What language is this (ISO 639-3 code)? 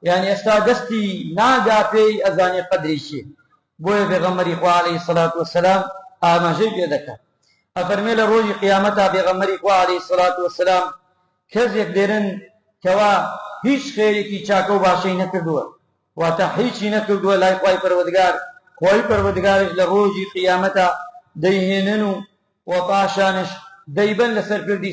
ckb